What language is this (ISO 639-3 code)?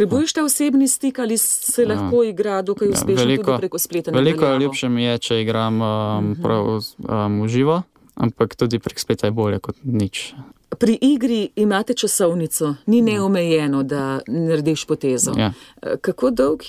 slv